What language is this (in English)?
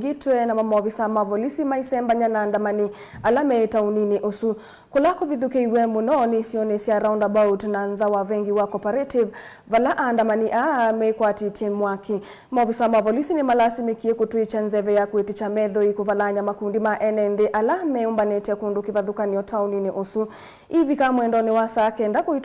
Kamba